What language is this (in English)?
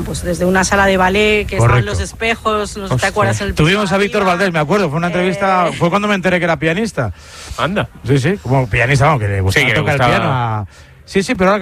Spanish